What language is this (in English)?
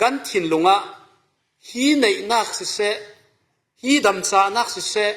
Falam Chin